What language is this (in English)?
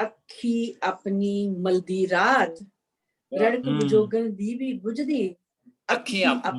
Dogri